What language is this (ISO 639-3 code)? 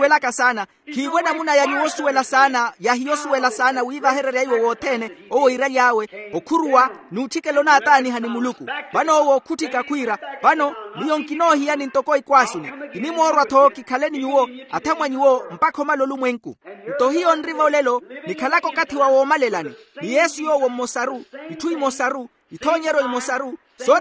vmw